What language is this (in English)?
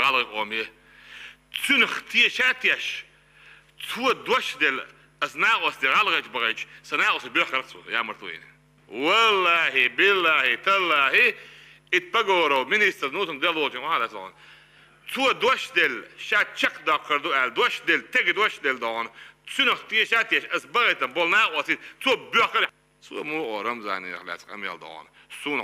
Chechen